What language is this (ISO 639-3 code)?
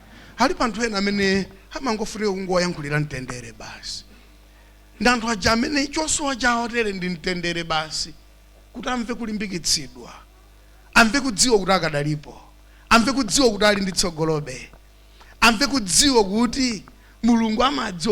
nya